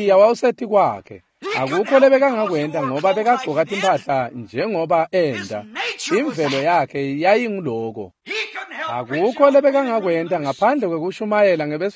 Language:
Swati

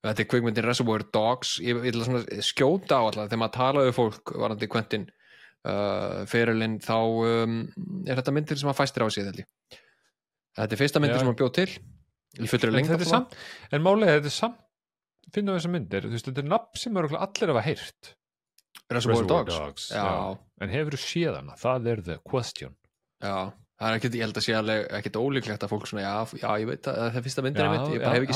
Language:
Icelandic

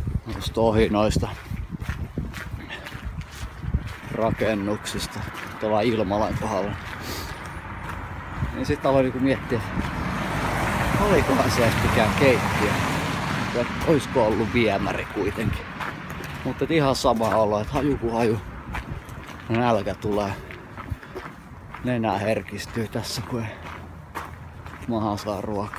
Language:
Finnish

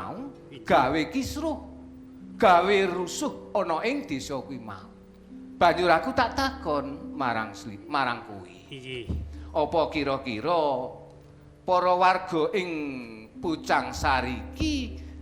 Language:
Javanese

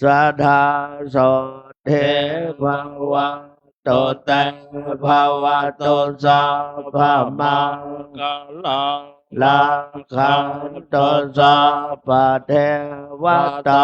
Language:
Pali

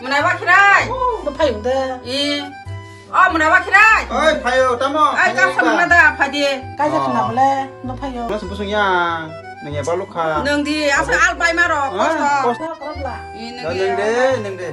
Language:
Kok Borok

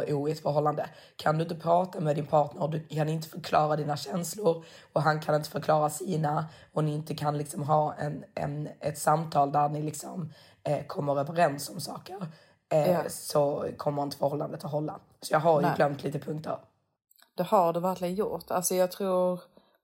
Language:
Swedish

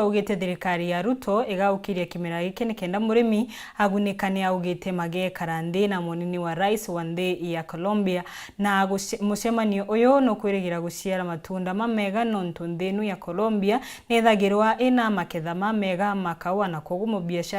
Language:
Meru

